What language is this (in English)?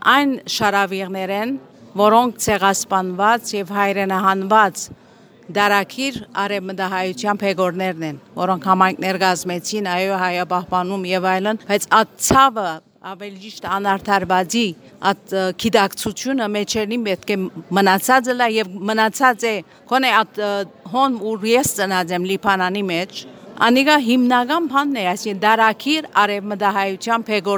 Armenian